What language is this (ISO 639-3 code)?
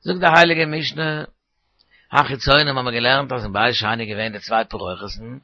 yid